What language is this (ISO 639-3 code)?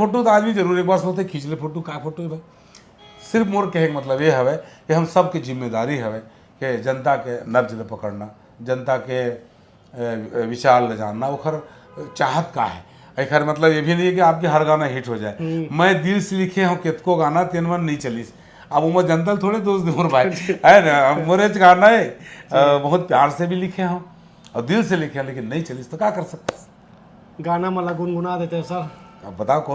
hne